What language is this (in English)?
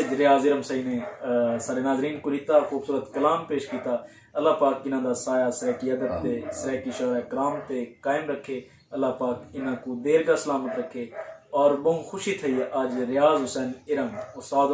Saraiki